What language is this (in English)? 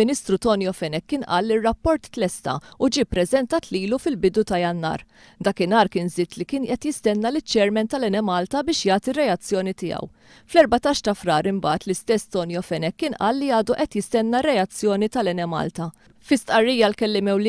Maltese